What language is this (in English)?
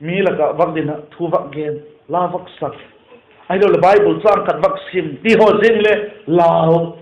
Vaiphei